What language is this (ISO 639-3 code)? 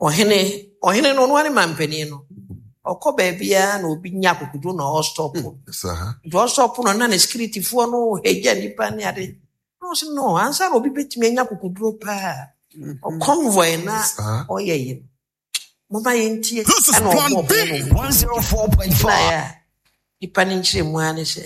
aka